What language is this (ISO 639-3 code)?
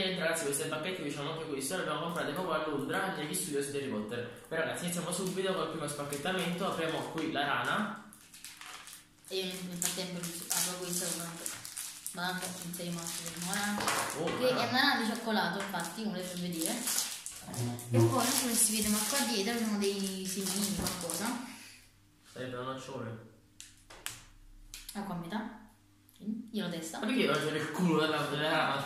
ita